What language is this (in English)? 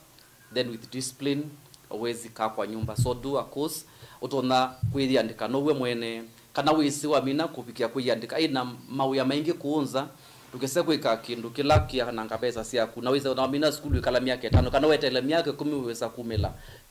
Kamba